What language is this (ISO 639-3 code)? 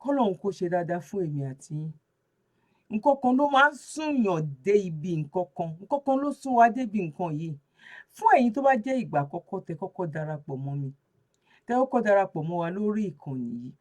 yor